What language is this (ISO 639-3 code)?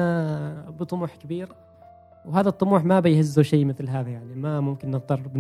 afb